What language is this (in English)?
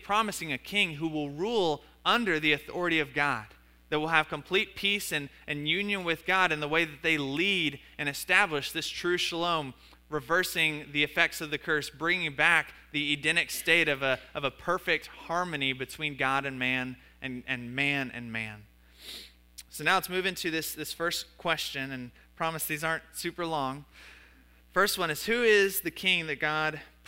English